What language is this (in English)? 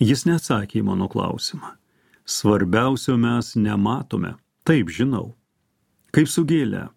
Lithuanian